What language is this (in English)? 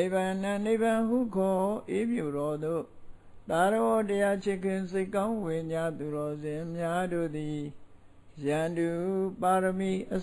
Burmese